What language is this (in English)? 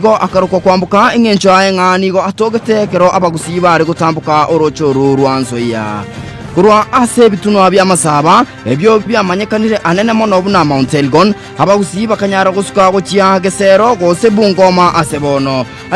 Gusii